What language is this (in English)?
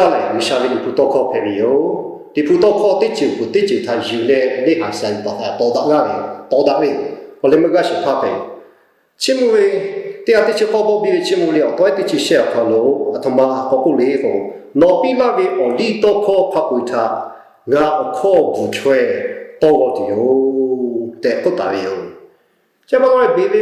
Lahu